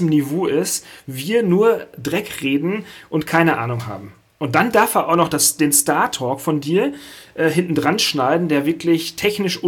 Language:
German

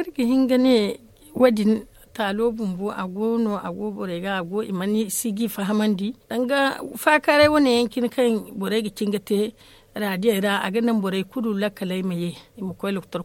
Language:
Zarma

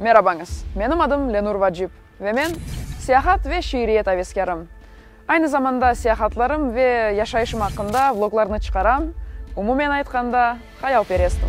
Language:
Crimean Tatar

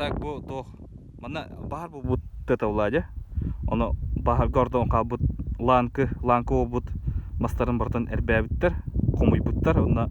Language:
Yakut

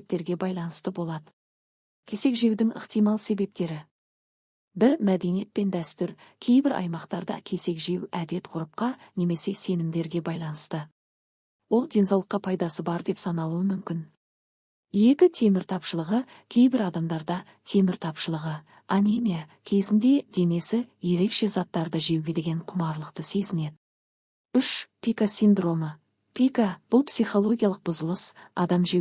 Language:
Kazakh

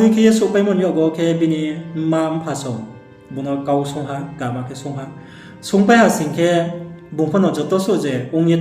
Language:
Riang (India)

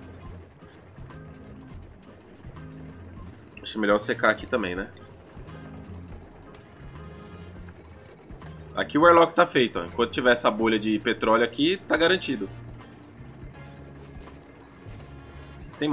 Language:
Portuguese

